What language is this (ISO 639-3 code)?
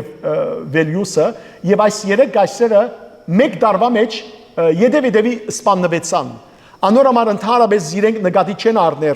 hyw